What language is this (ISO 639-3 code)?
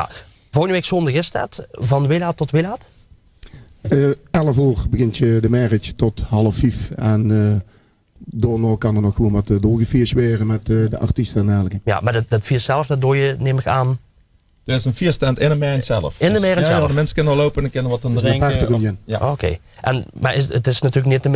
lim